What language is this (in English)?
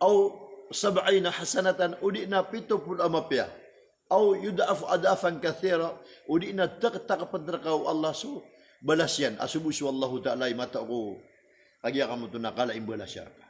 Maranao